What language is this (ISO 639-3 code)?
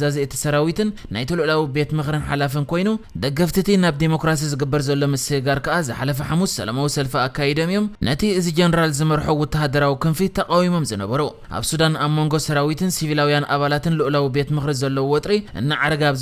tir